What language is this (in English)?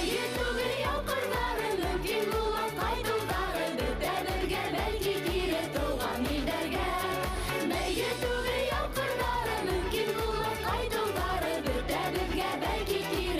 Bashkir